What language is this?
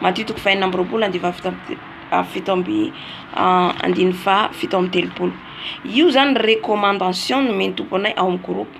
Malagasy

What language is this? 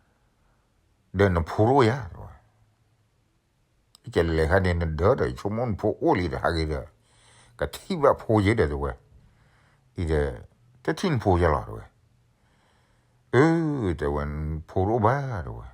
S'gaw Karen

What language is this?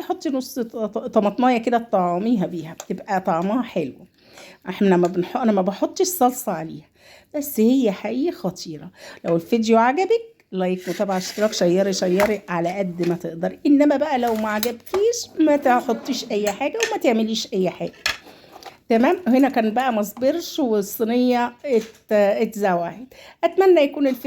Egyptian Arabic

